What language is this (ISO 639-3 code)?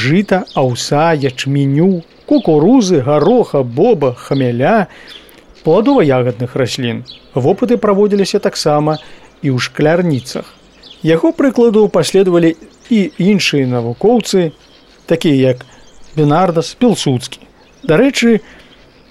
bel